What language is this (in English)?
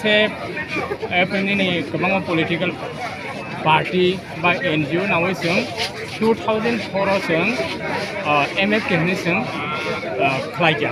Kok Borok